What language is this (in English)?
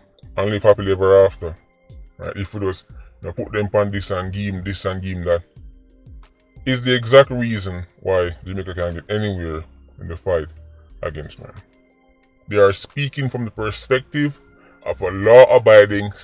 Jamaican Creole English